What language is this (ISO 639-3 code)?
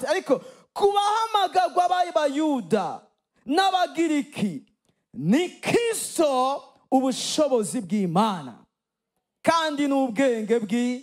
run